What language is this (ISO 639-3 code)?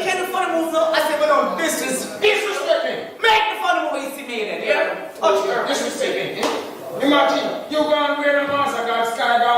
jam